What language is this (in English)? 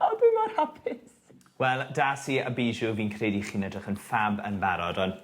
Welsh